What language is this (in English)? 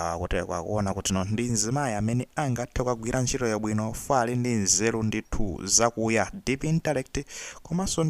Nyanja